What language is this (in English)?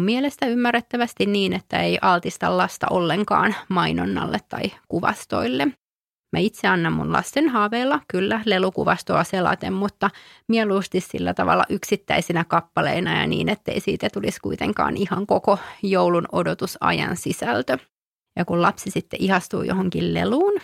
Finnish